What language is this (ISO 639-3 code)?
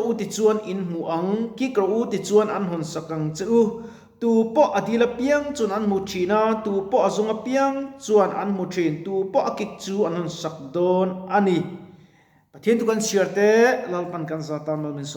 lus